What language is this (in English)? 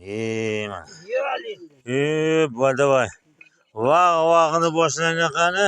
Uzbek